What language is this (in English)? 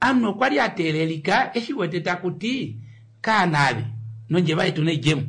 Kuanyama